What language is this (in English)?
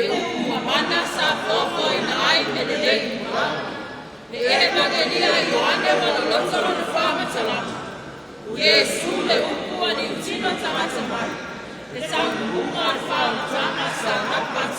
Samoan